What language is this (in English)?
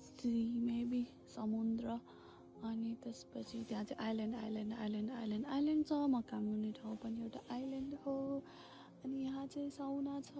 Nepali